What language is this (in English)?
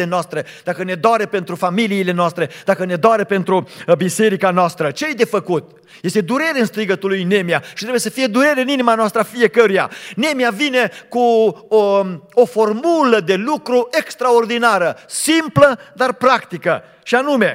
Romanian